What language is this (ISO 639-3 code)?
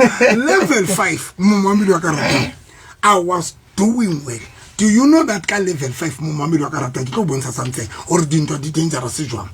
sot